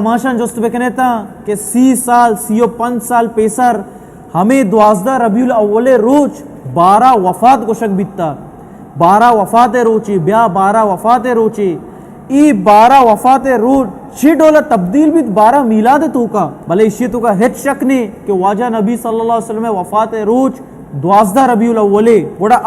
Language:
Baluchi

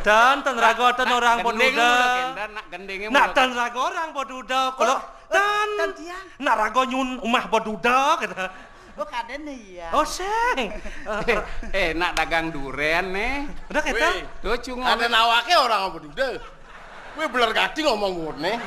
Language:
Balinese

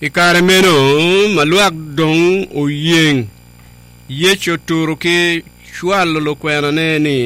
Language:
Acoli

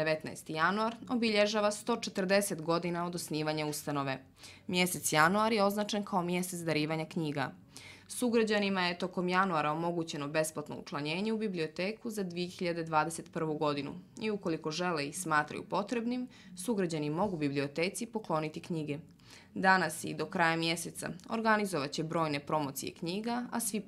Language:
Bosnian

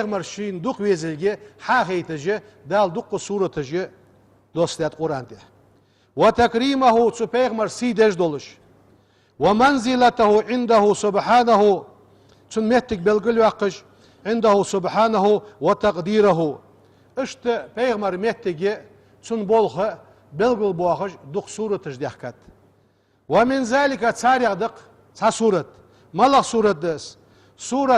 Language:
Ingush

